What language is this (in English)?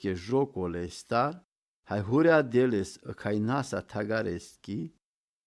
Romany